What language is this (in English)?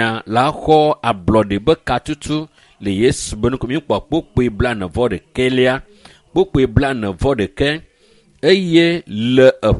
Ewe